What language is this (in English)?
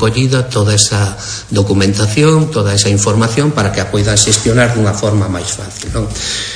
Galician